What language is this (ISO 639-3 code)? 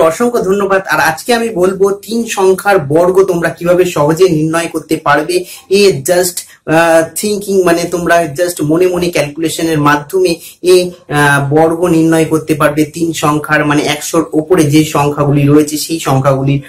ben